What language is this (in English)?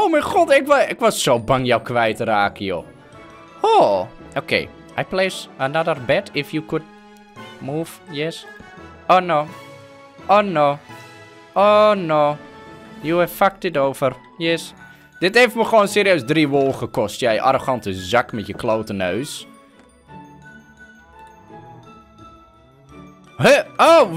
Dutch